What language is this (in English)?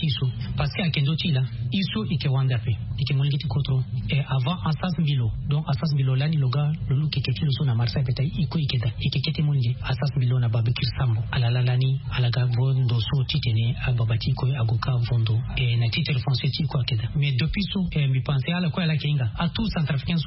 Sango